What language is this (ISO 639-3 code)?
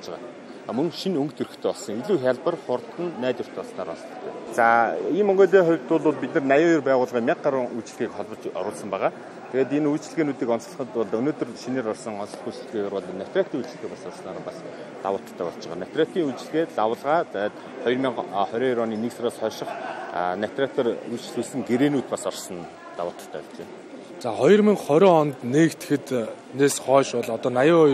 mon